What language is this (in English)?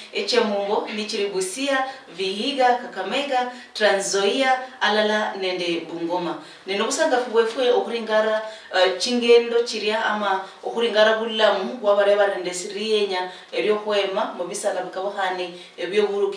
Luyia